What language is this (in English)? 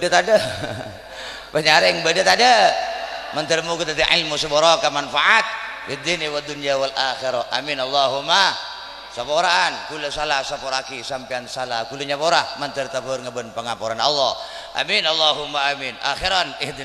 Madurese